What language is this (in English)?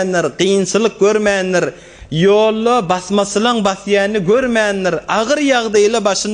Turkmen